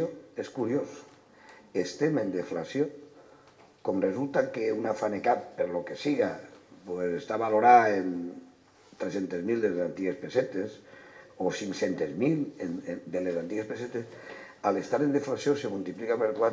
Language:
Catalan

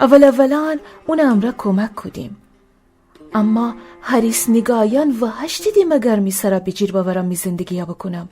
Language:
Gilaki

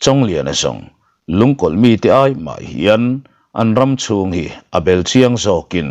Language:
Mizo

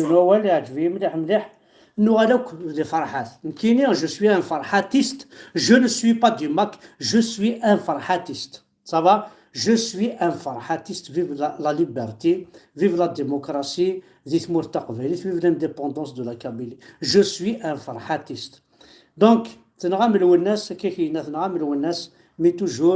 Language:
Kabyle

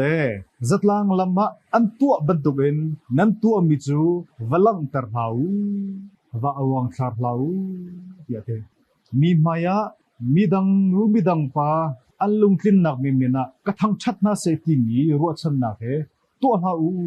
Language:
Hakha Chin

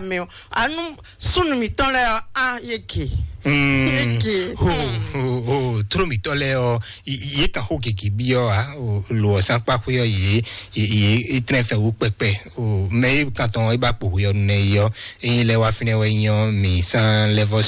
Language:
Fon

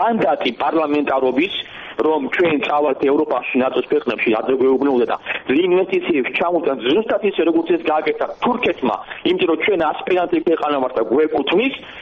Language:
Georgian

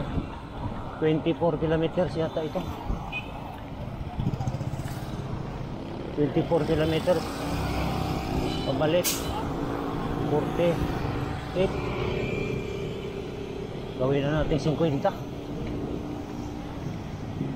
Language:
Filipino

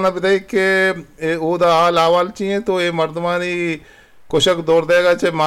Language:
Eastern Balochi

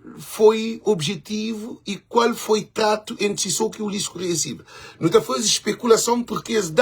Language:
Kabuverdianu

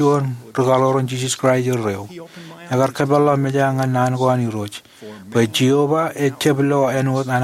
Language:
Marshallese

